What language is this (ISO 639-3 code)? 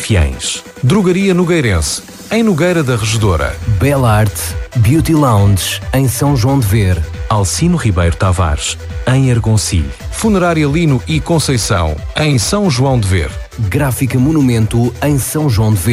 por